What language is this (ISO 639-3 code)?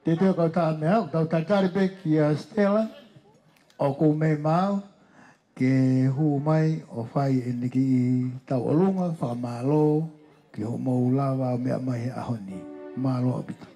ton